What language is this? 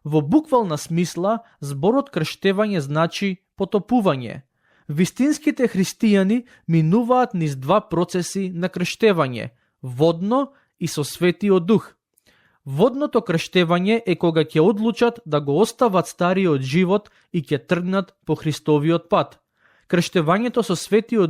Macedonian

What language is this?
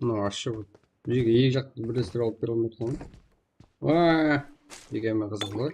Kara-Kalpak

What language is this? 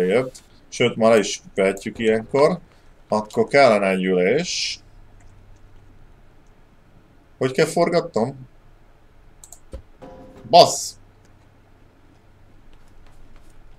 Hungarian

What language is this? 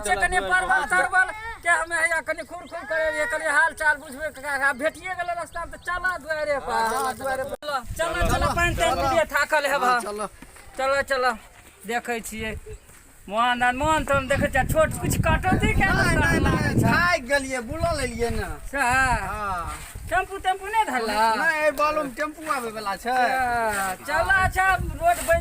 Maithili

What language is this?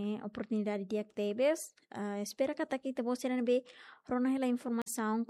Tetum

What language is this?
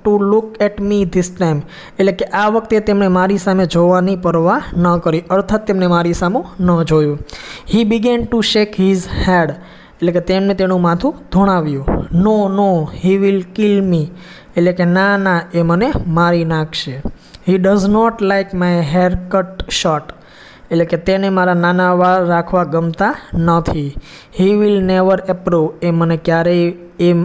Gujarati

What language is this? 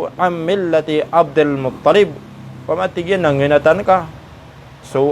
Maranao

